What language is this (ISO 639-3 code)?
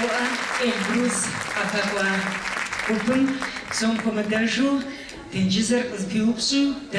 kbd